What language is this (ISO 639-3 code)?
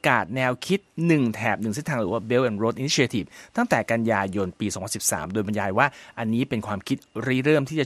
tha